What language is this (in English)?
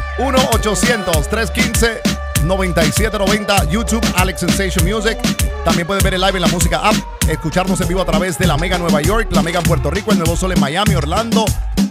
Spanish